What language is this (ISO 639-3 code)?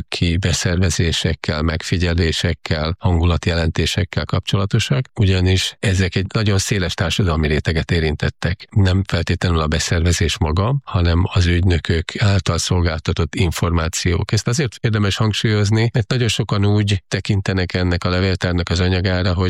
hun